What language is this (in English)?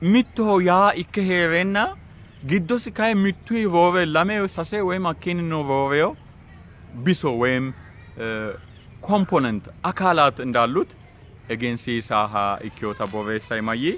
Sidamo